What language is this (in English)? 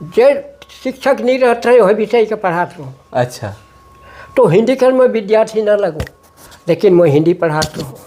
Sadri